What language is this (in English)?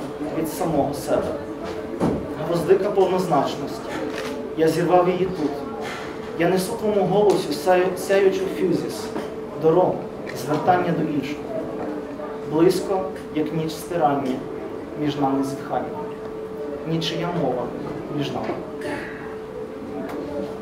Ukrainian